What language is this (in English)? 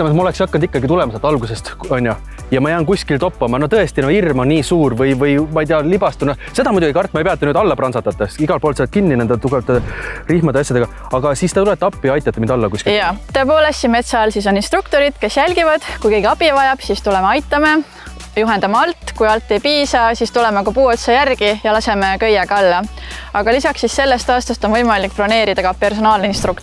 Estonian